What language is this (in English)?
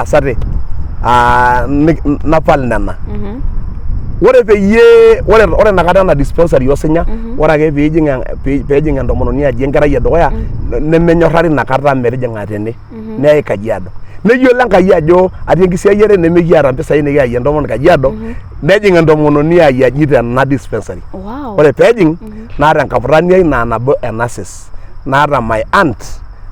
Masai